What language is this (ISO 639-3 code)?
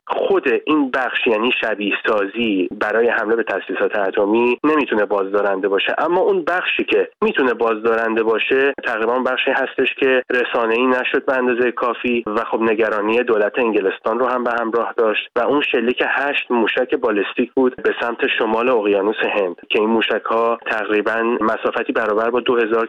fas